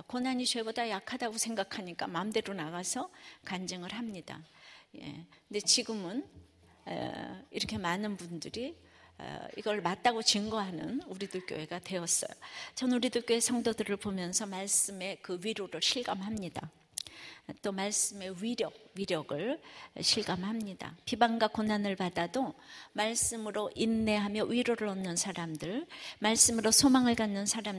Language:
Korean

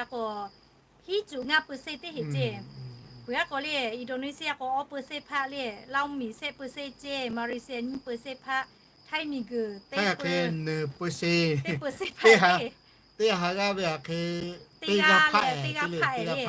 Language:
Lahu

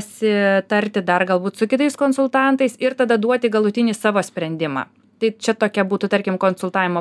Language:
Lithuanian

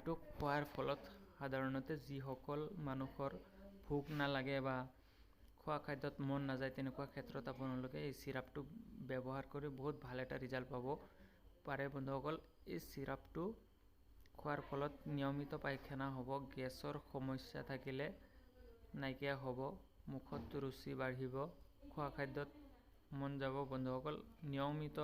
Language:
Assamese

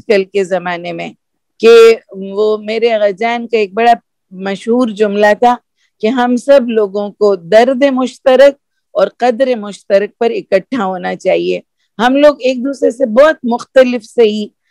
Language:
Urdu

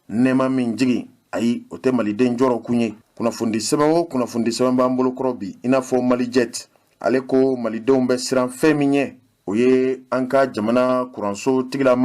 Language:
Bambara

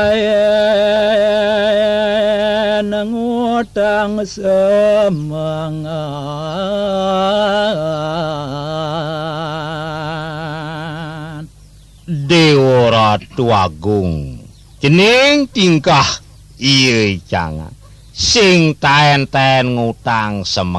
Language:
Balinese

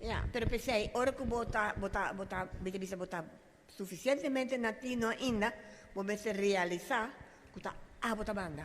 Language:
Papiamento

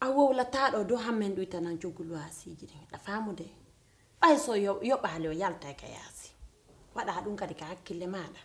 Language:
Fula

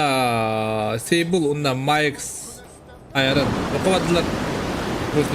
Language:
Yakut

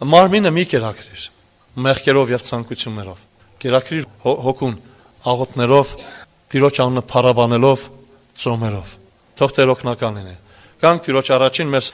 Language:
Armenian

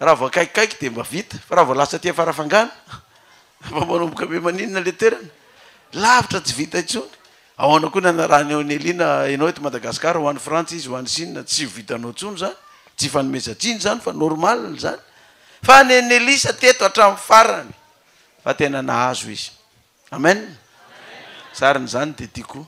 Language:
Malagasy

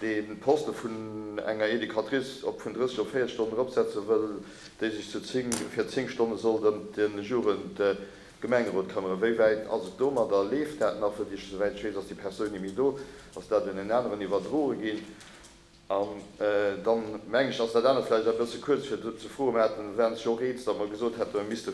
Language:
Luxembourgish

